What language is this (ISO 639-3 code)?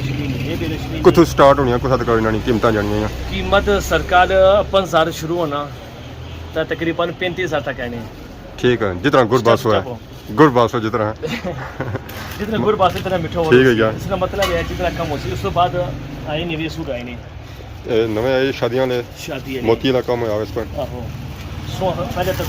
phr